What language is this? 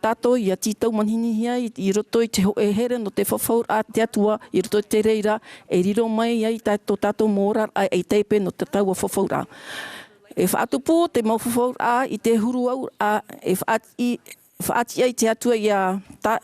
Tahitian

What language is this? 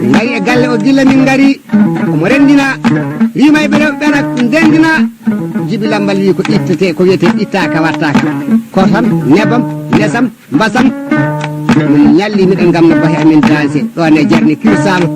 Fula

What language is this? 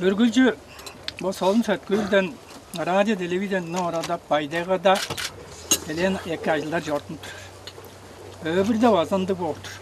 Tuvinian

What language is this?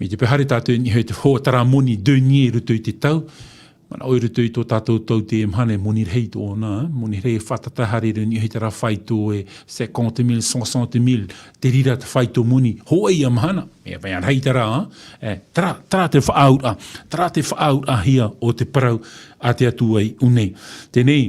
Tahitian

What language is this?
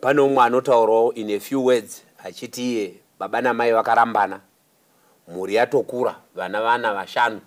Shona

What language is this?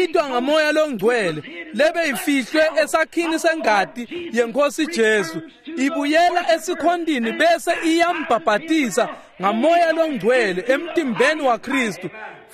Swati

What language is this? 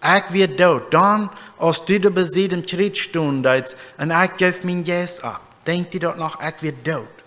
Plautdietsch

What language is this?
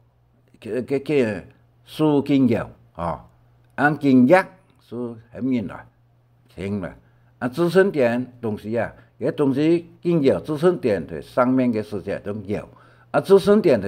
Hakka Chinese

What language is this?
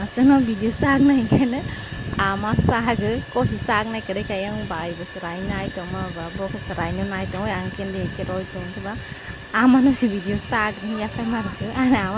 Kok Borok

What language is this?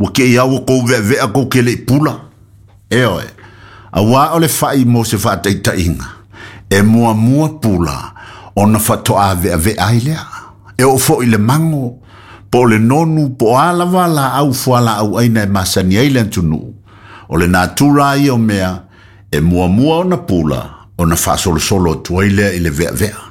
Samoan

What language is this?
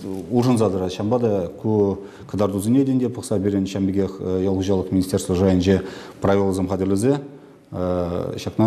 Chuvash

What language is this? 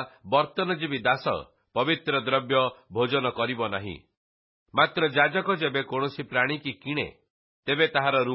Odia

